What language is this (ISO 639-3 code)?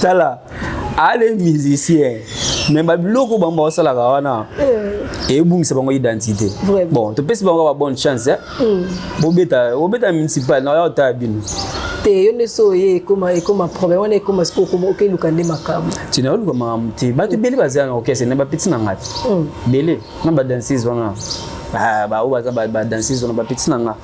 lin